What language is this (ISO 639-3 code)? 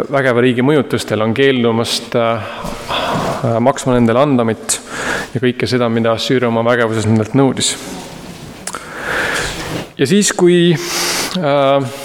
est